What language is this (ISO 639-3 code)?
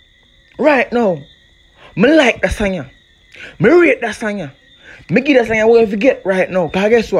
jam